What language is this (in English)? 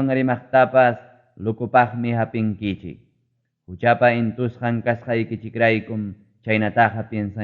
Ayacucho Quechua